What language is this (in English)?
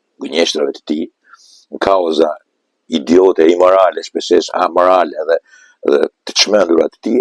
Albanian